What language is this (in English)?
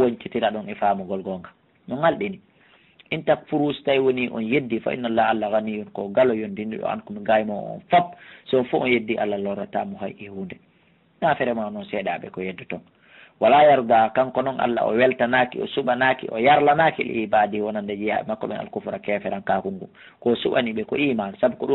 Fula